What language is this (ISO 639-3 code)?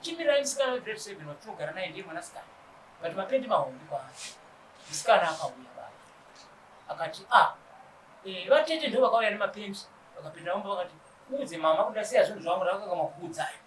sna